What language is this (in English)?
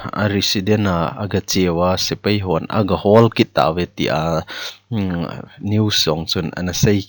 Thado Chin